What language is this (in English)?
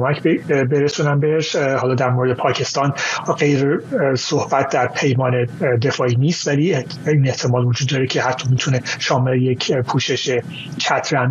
Persian